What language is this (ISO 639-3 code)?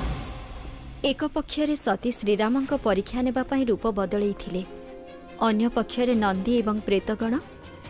ori